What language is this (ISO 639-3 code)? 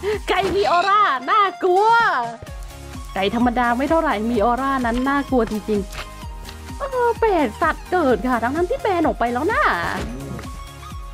tha